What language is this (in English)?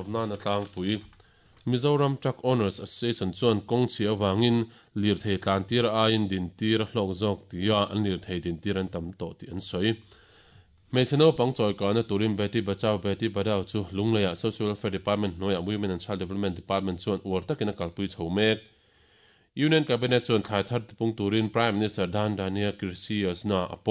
Mizo